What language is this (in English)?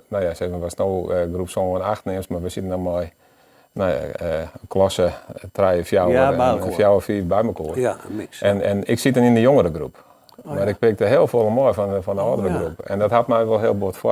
Western Frisian